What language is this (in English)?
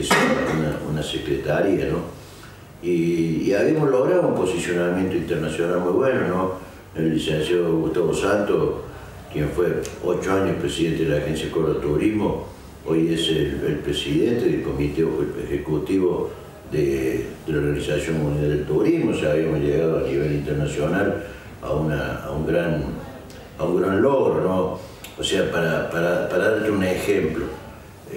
Spanish